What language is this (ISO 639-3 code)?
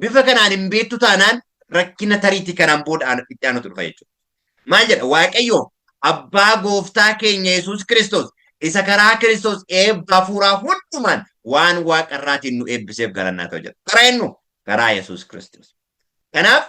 orm